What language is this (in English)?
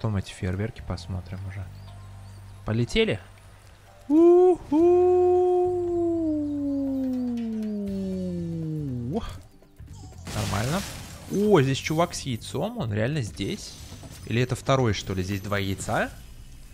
Russian